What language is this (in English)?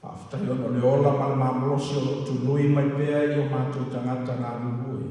Samoan